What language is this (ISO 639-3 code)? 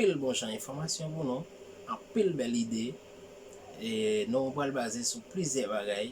hat